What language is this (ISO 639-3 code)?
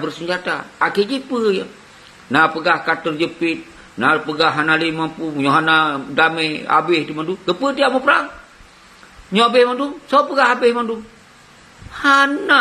ace